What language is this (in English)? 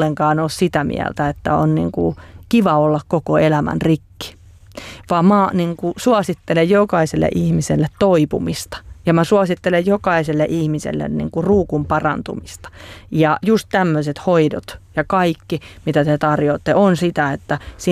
Finnish